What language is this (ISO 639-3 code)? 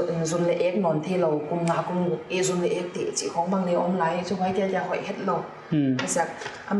pck